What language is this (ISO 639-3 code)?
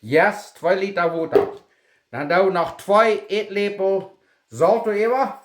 pdt